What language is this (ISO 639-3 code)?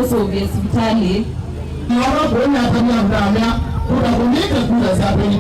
kam